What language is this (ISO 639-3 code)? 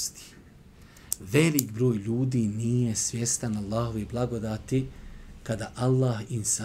bos